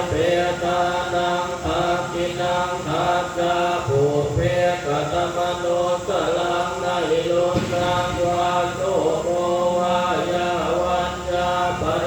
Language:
Pali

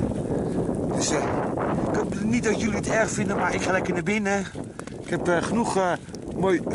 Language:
Dutch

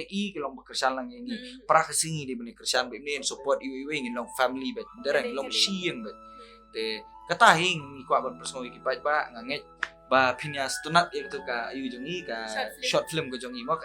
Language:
Khasi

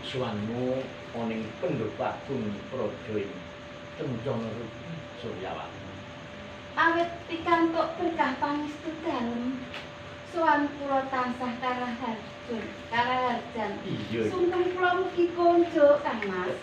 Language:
Javanese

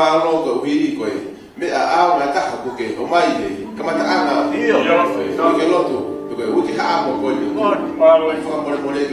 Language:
Tongan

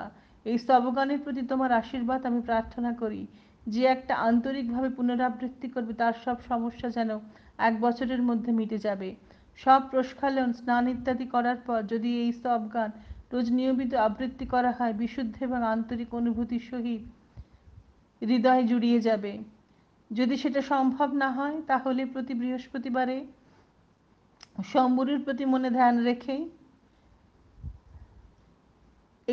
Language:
Bangla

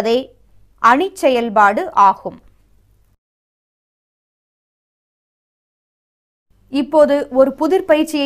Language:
Tamil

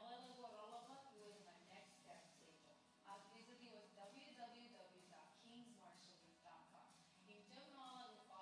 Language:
Marshallese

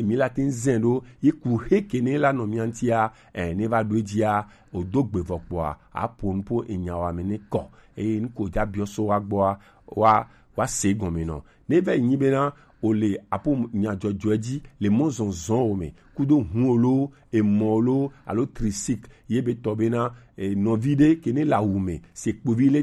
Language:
Gen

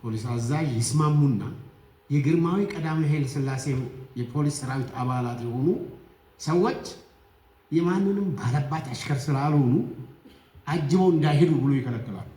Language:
Amharic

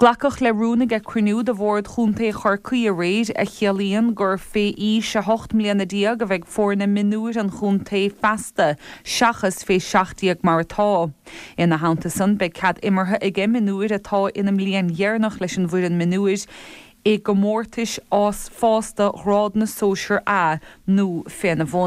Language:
Irish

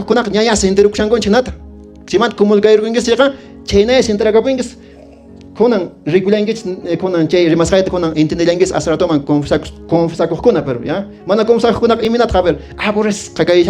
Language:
Quechua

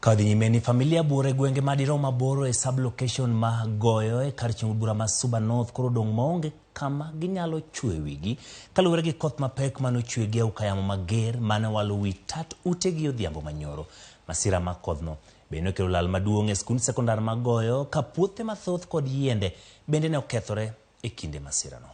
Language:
Luo (Kenya and Tanzania)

